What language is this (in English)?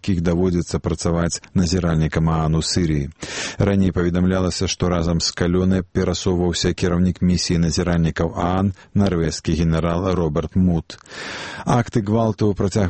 Belarusian